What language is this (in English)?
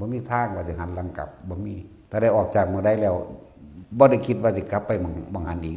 Northeastern Thai